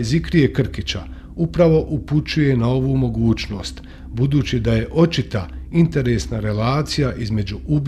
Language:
Bosnian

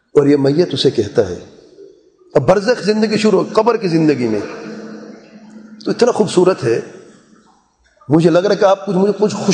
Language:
Urdu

